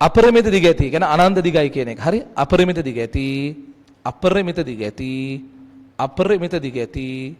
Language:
Sinhala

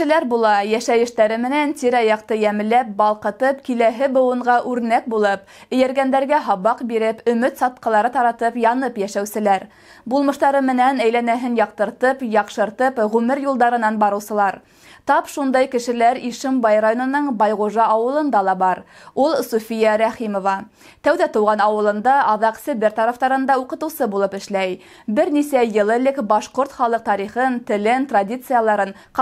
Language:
Bashkir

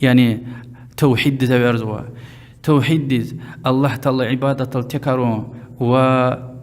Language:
Lezghian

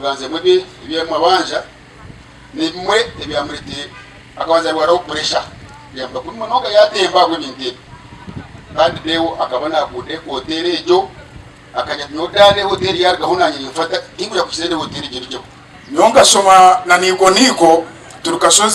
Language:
Nyankole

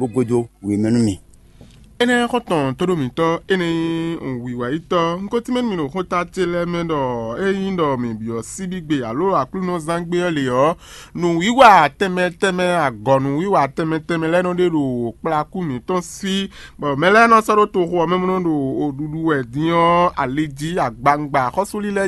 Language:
Fon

